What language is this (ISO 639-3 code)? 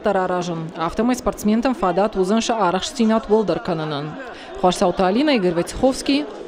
oss